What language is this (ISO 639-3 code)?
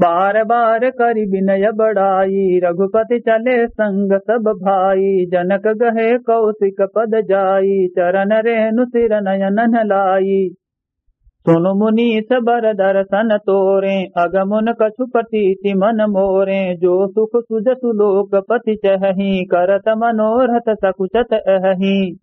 awa